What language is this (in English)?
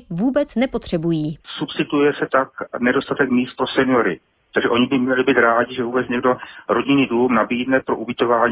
Czech